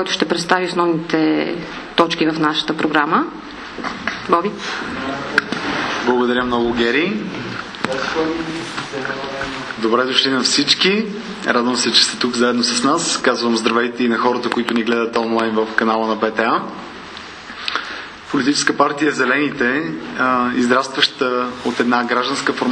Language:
Bulgarian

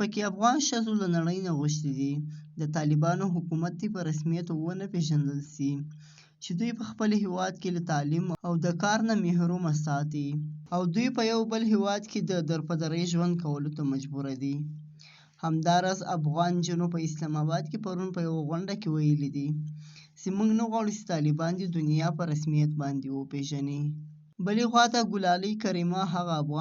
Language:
Pashto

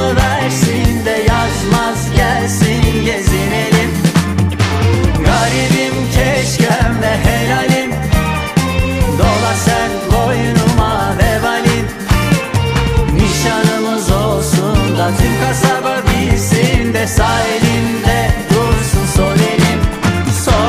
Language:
Turkish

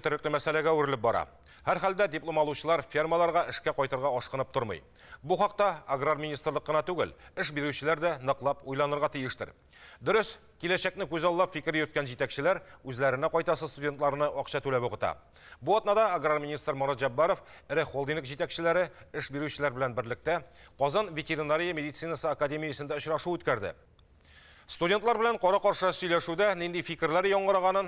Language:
Tatar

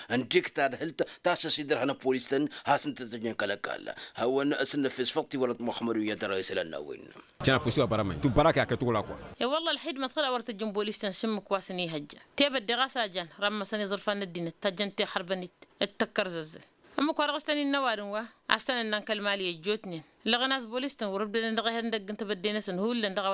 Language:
Tamasheq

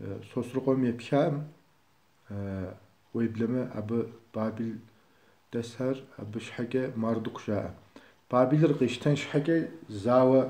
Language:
Kabardian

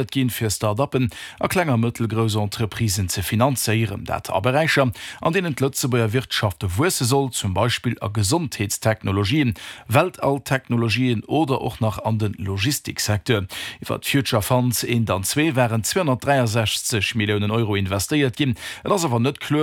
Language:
Luxembourgish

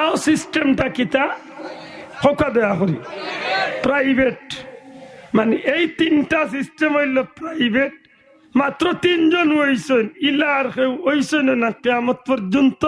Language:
Sylheti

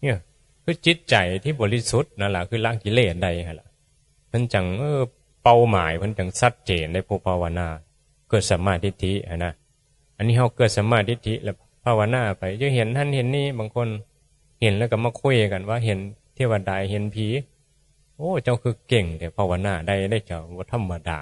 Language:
Northeastern Thai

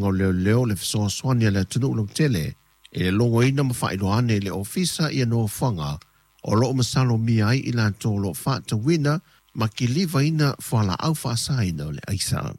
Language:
Samoan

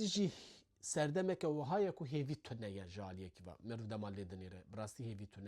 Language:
Kurdish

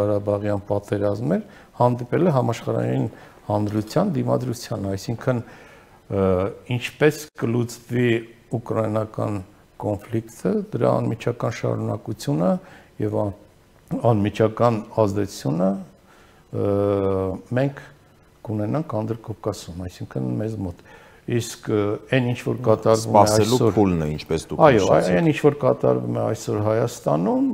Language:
Armenian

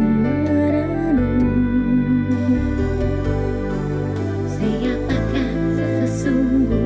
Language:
Indonesian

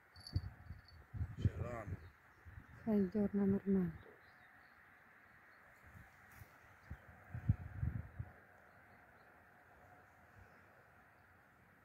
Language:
Ukrainian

